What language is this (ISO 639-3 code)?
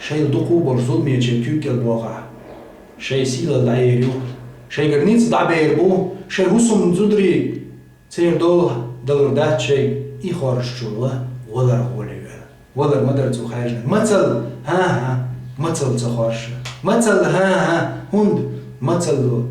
che